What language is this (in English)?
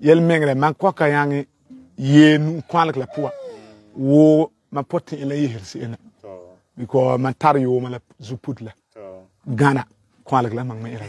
Frafra